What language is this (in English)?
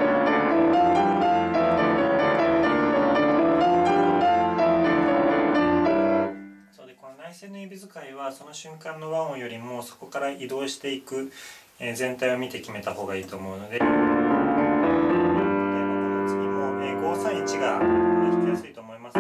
Japanese